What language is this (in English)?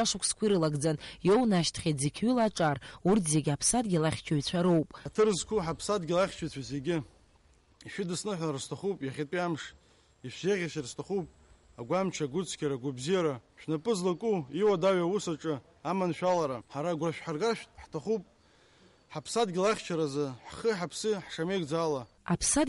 Abkhazian